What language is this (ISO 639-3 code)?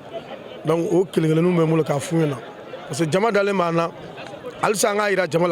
bam